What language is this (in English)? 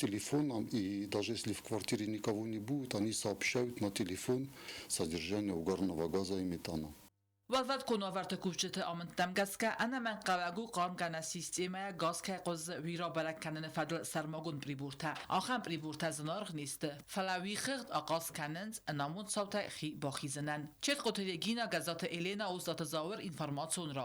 Ossetic